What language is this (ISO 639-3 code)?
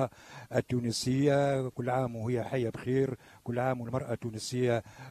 aeb